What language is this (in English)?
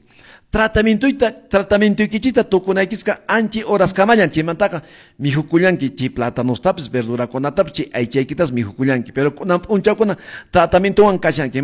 Quechua